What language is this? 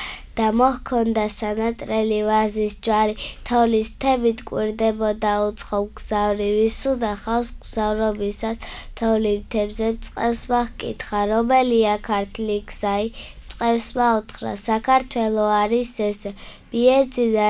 Georgian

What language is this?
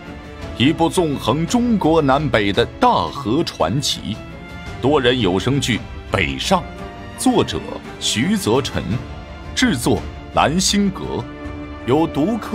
Chinese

